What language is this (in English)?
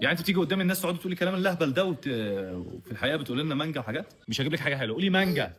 Egyptian Arabic